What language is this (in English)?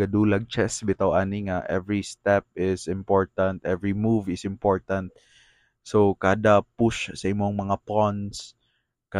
Cebuano